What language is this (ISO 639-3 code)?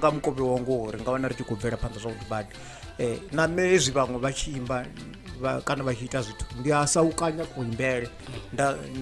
ven